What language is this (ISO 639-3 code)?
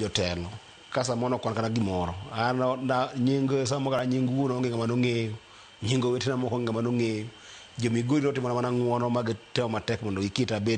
luo